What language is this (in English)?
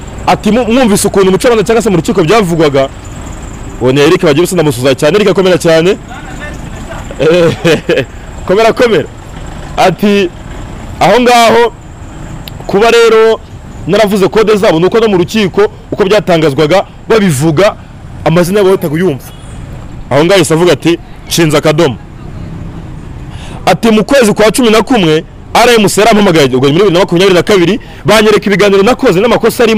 Kinyarwanda